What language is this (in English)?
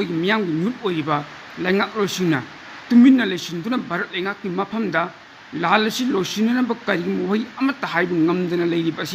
Manipuri